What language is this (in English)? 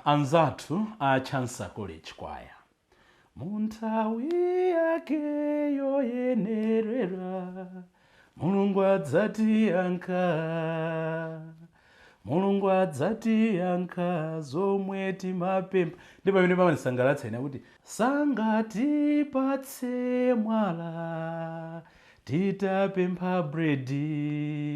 Nyanja